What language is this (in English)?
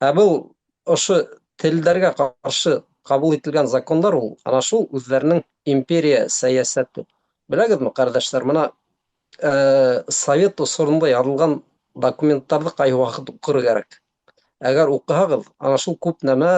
Bashkir